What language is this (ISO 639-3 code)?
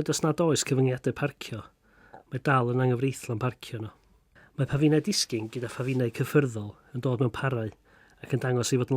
cym